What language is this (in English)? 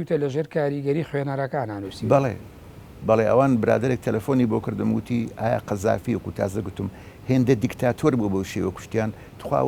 Central Kurdish